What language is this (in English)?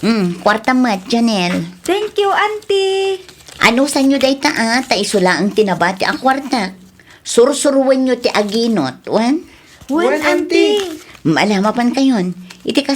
Iloko